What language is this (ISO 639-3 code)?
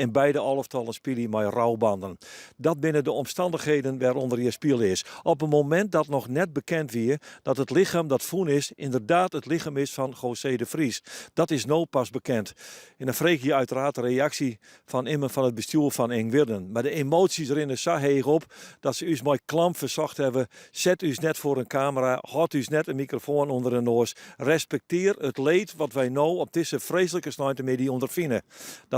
fry